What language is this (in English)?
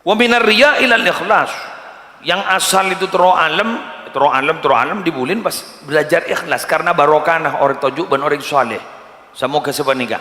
Madurese